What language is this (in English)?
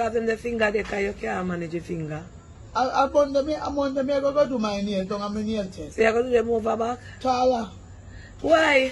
Jamaican Creole English